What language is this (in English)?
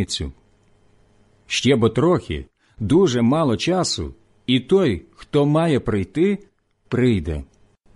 Ukrainian